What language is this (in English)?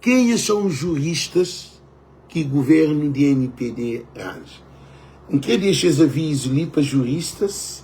Kabuverdianu